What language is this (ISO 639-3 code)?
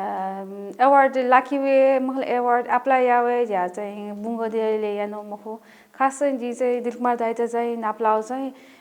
new